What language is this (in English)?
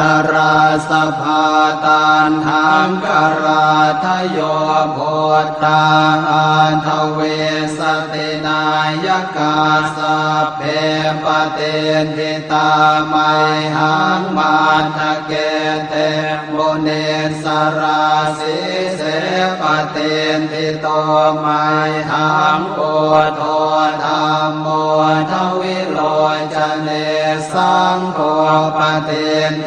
Pali